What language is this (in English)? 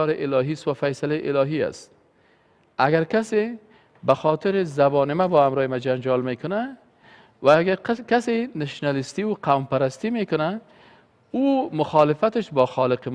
Persian